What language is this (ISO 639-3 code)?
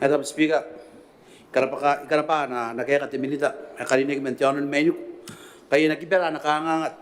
gil